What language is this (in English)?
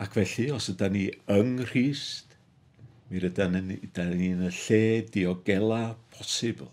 Welsh